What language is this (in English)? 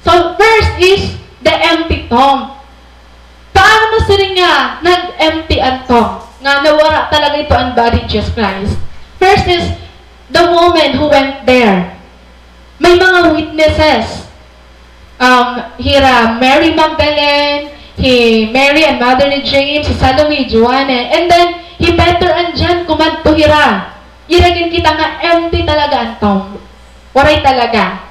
Waray